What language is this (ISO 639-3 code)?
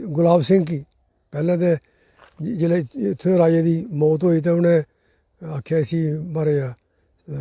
doi